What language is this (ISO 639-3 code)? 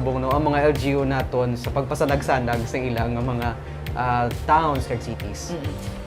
hil